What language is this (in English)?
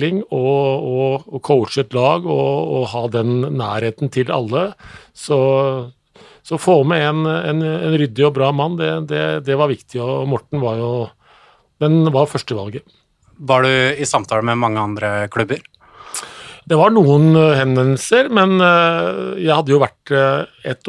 Norwegian